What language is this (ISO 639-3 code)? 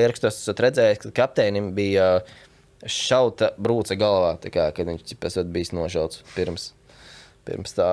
lav